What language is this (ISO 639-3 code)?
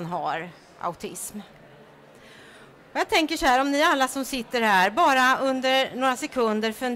swe